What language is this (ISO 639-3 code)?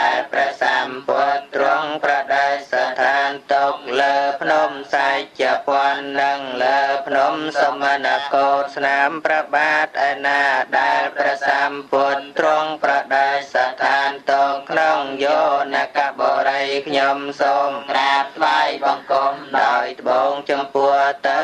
khm